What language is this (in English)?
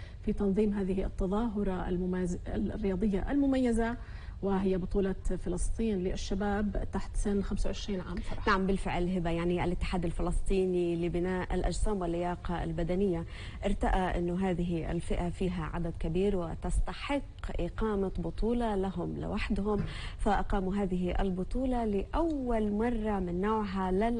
North Levantine Arabic